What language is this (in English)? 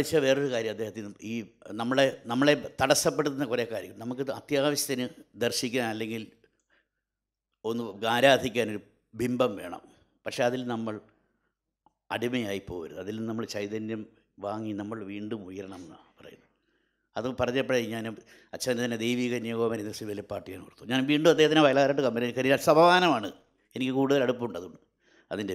Malayalam